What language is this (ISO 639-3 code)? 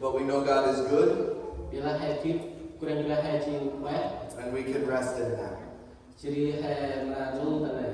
cmo